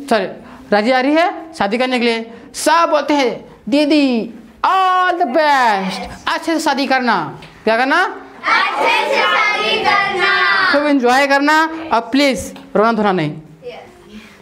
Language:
Hindi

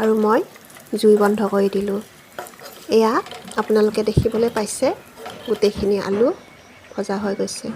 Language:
Assamese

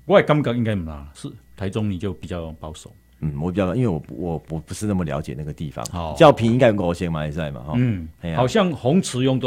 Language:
Chinese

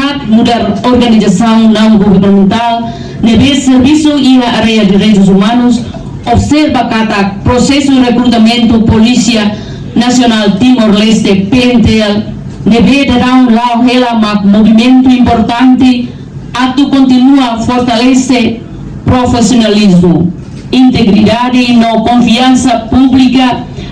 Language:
Tetum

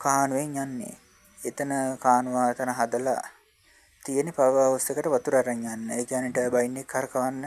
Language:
Sinhala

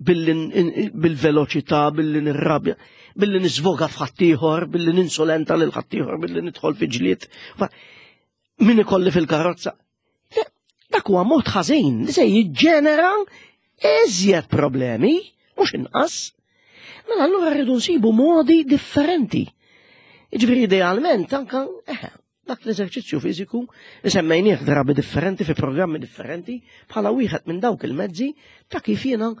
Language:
Maltese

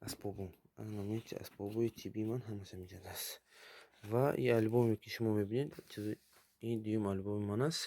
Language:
Tajik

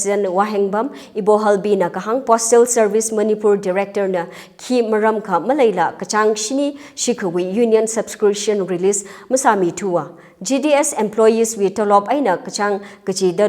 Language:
Tangkhul Naga (India)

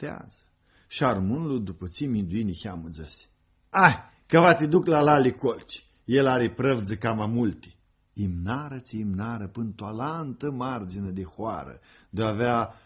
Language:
Aromanian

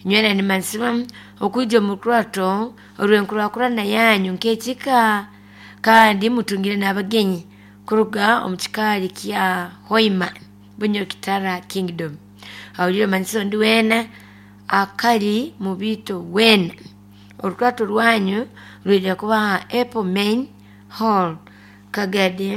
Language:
Nyoro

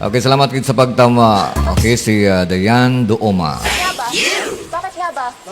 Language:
Hiligaynon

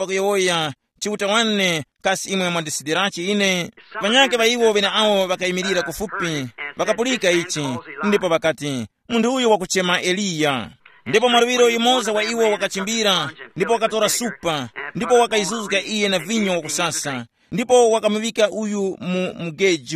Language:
Tumbuka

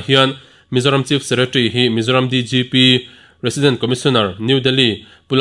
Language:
Mizo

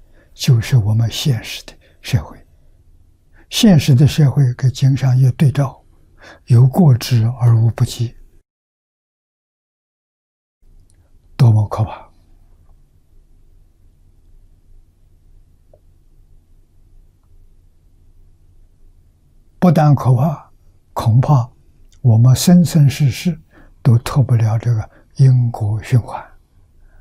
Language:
Chinese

